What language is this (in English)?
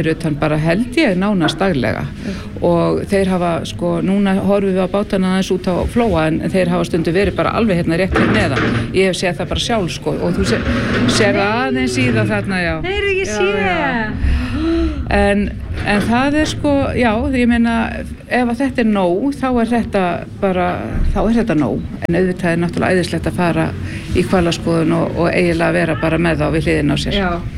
Icelandic